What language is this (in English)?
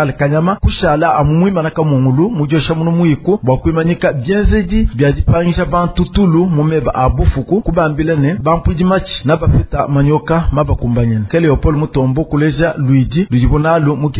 Luba-Lulua